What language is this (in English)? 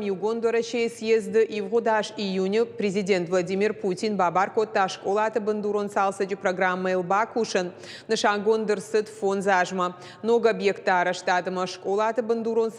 Ossetic